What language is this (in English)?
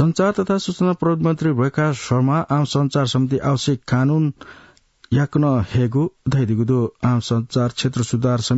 Newari